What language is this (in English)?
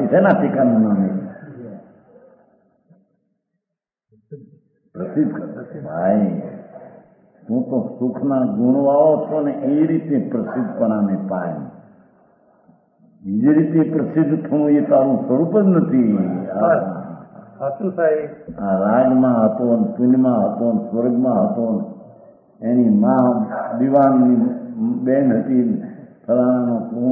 Gujarati